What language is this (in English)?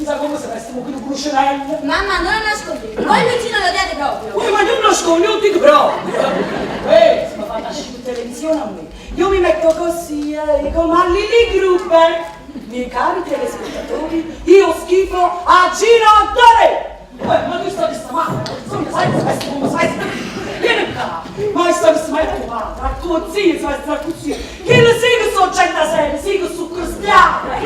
Neapolitan